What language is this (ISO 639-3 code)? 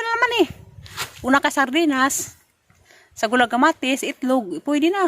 ceb